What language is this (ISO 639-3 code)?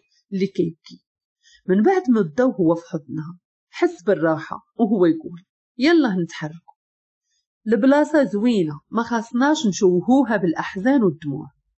ary